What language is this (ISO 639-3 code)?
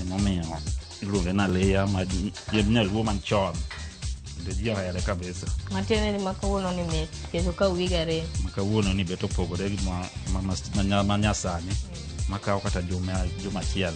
luo